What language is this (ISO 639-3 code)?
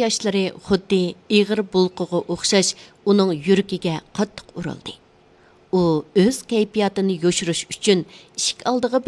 uig